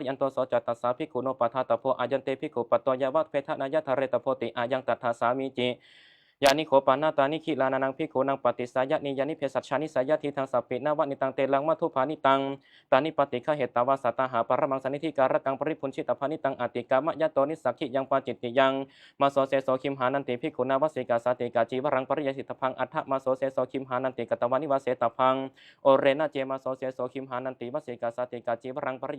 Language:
Pali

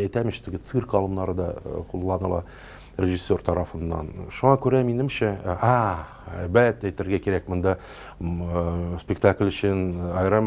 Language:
Tatar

